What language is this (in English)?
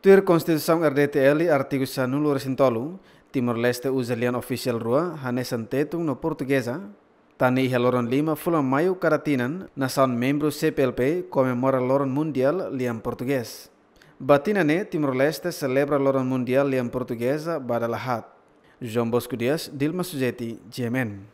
Tetum